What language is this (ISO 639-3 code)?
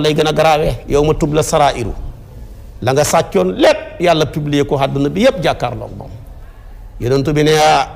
wol